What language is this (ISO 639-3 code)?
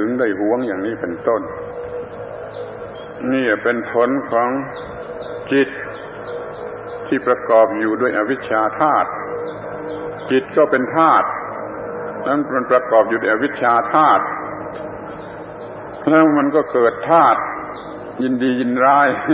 tha